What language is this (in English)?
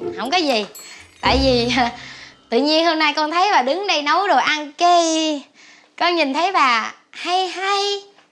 Vietnamese